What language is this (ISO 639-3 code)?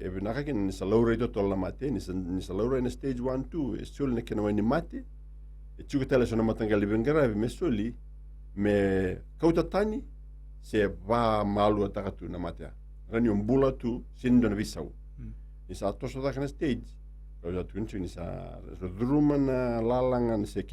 fij